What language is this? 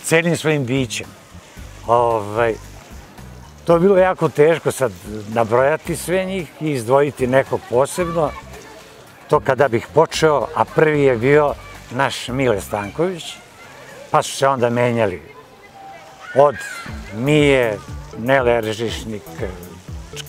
Serbian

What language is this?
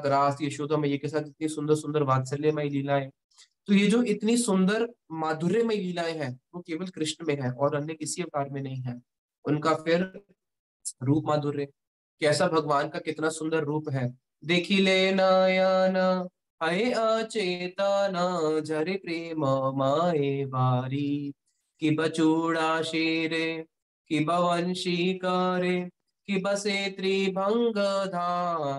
Hindi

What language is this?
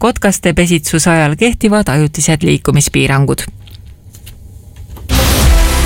Estonian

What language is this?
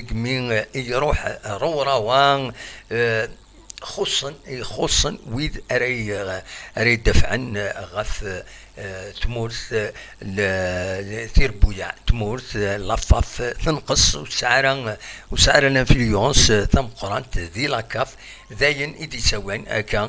Kabyle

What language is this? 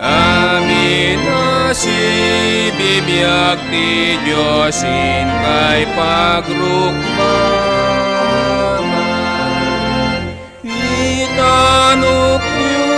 Iloko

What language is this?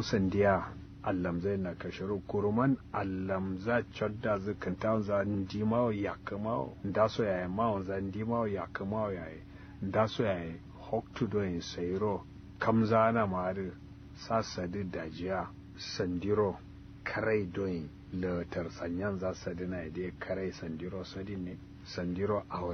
Kanuri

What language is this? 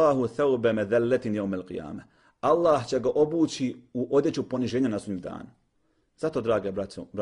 Bosnian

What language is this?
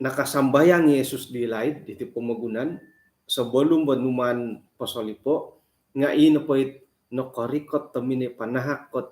Central Dusun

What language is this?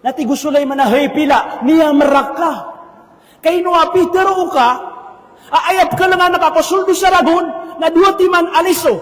Maranao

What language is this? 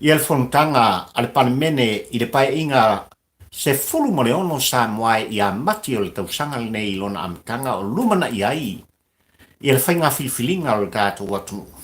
Samoan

